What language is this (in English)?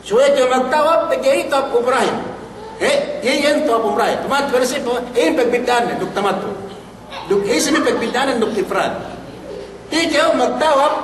Yakan